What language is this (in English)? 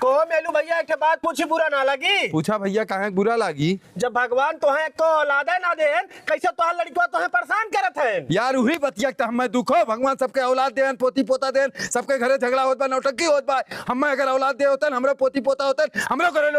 Awadhi